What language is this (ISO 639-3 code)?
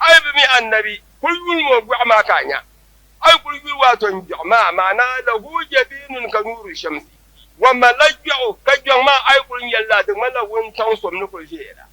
dag